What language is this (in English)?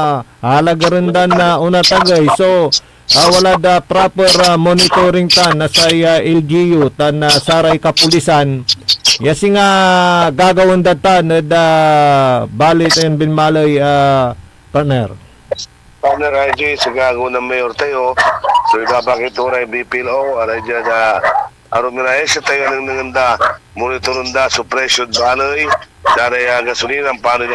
Pangasinan